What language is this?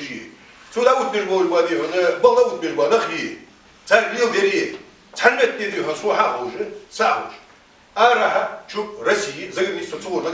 Ingush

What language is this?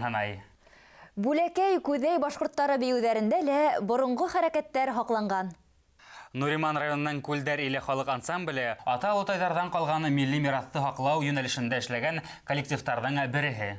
Bashkir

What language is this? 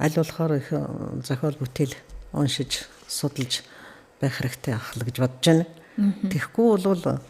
Mongolian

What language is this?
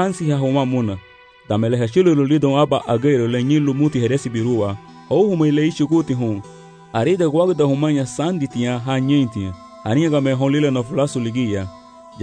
Garifuna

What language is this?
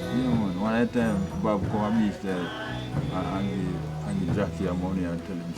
Jamaican Creole English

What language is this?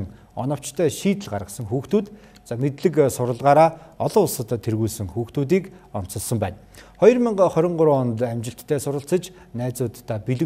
Mongolian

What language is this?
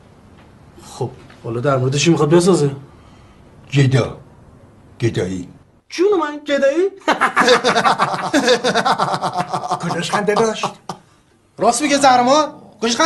Persian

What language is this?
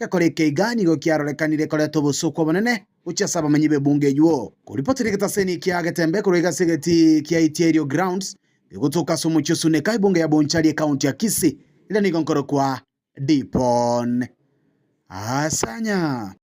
Gusii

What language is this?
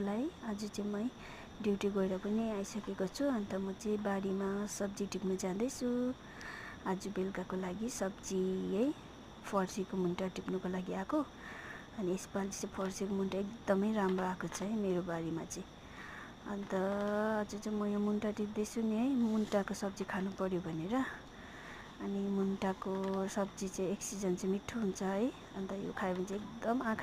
Nepali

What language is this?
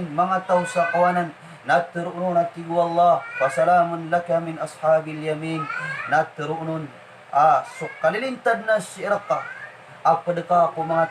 Maranao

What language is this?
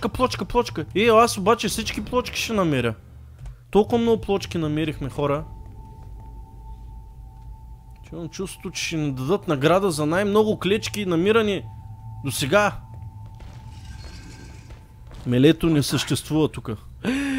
Bulgarian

